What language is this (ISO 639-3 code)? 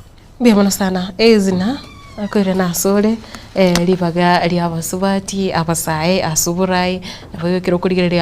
guz